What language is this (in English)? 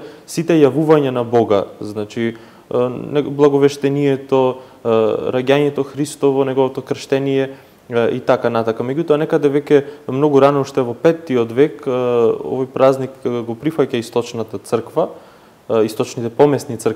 Macedonian